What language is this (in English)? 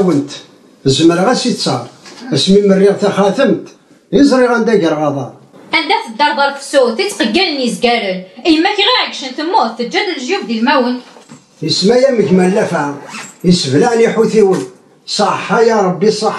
Kabyle